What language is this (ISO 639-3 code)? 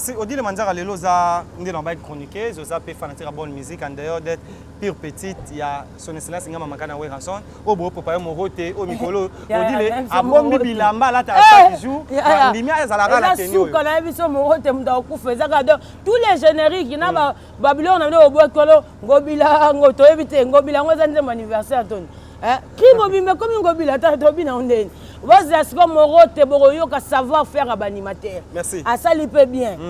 lin